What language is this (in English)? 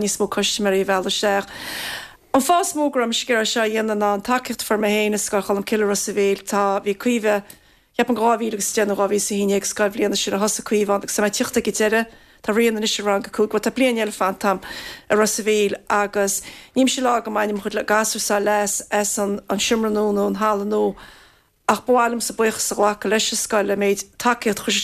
Irish